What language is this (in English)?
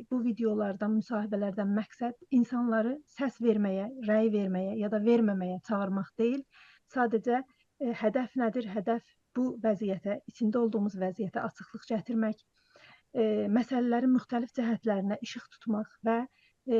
South Azerbaijani